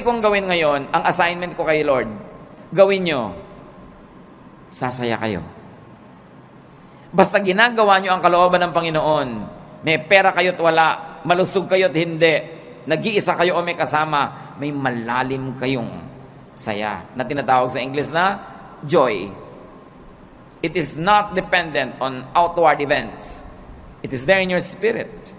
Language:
Filipino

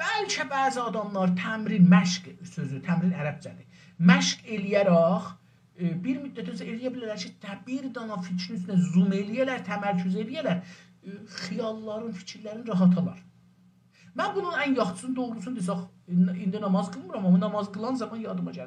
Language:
South Azerbaijani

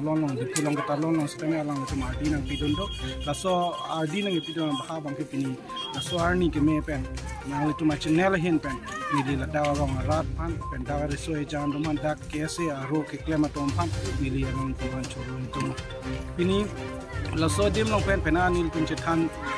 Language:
Karbi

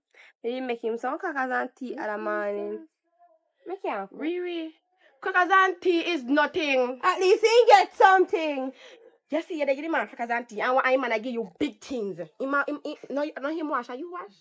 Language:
Jamaican Creole English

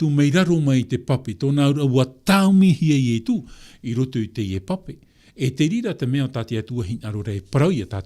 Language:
Tahitian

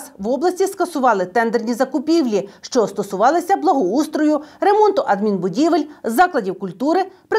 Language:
Ukrainian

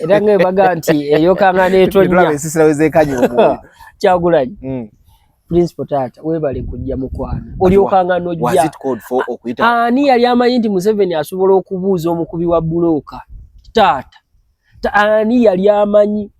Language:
Ganda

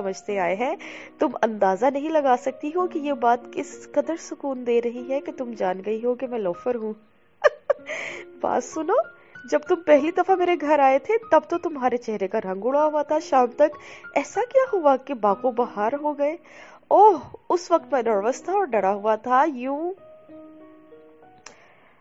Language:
Urdu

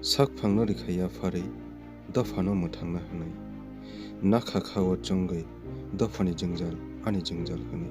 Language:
Kok Borok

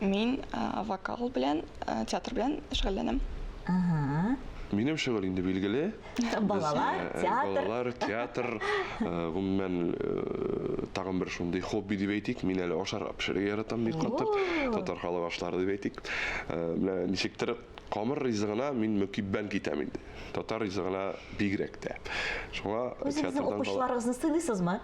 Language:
Tatar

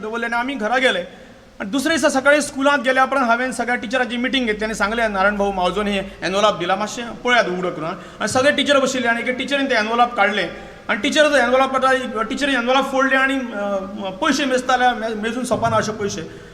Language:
Konkani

